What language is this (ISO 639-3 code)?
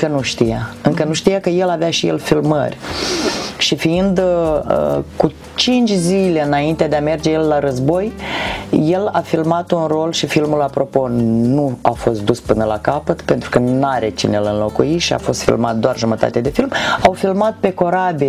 ron